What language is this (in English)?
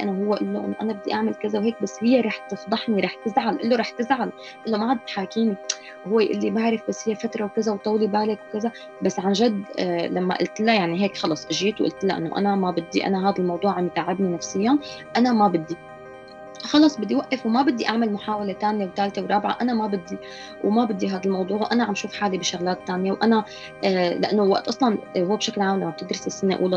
North Levantine Arabic